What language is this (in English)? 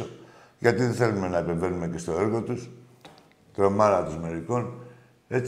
Greek